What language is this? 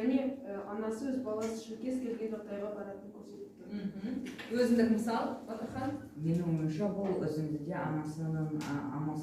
Kazakh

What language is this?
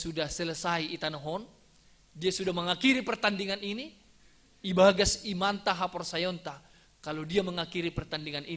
Batak Simalungun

